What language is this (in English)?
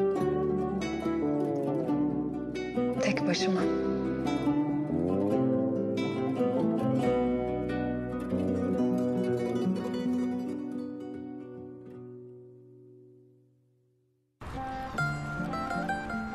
Turkish